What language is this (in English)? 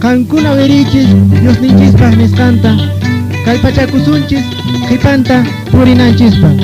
Quechua